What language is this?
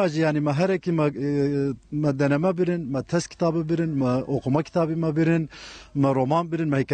Kurdish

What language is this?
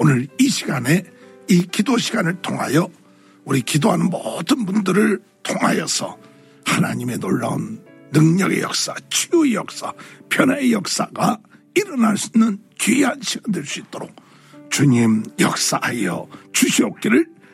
Korean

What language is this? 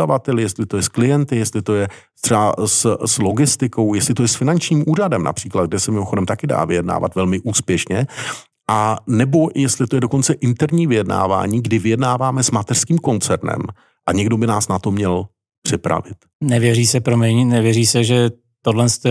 Czech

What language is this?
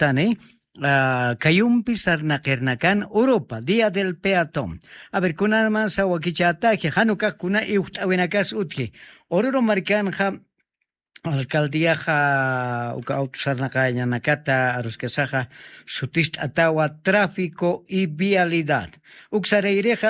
Aymara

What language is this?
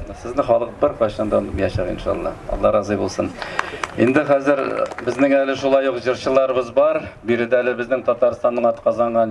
Tatar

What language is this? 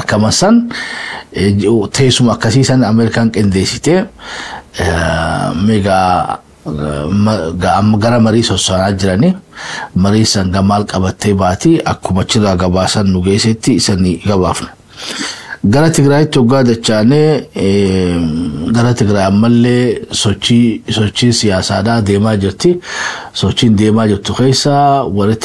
Oromo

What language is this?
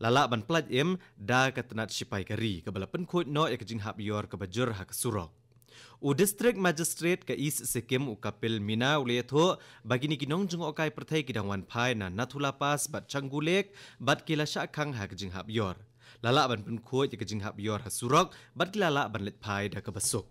Khasi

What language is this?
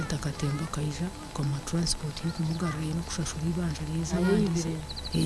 Nyankole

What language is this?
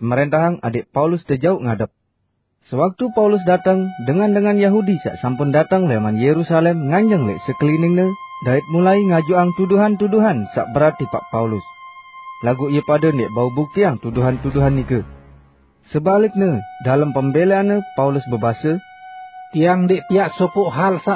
Sasak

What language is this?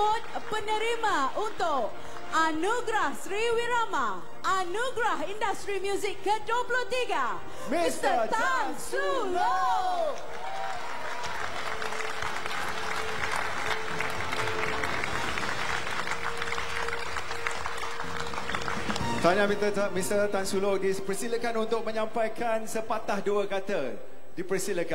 Malay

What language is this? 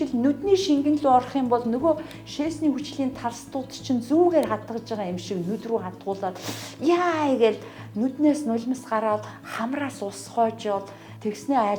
Mongolian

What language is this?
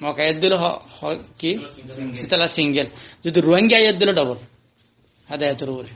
Rohingya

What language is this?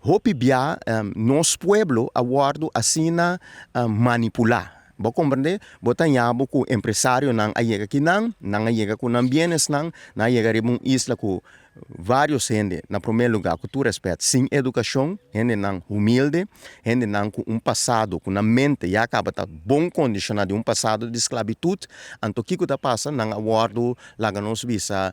Papiamento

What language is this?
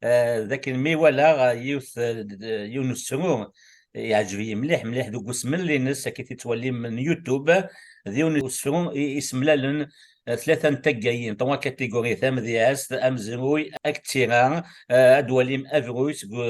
Kabyle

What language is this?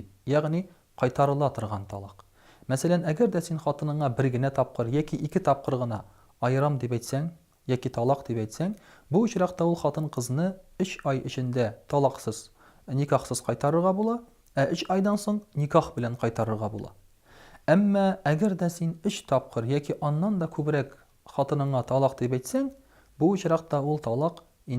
Tatar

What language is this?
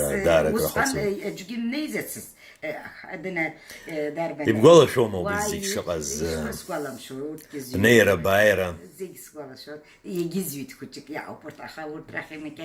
Abkhazian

